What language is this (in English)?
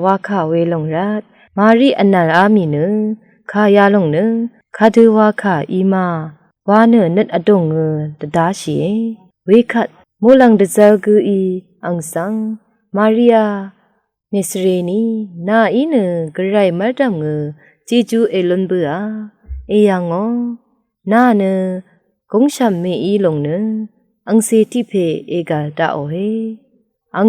Rawang